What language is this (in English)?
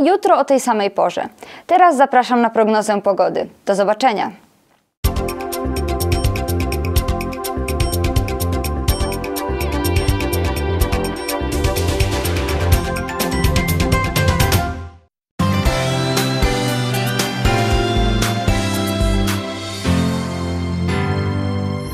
Polish